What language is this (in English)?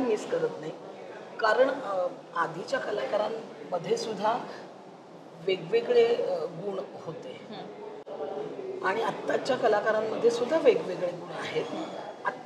Marathi